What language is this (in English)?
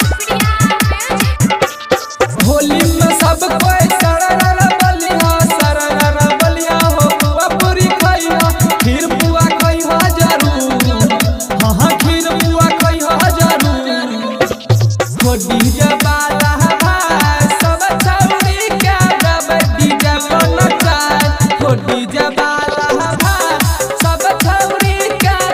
Bhojpuri